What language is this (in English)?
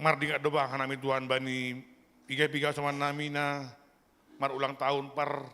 Batak Simalungun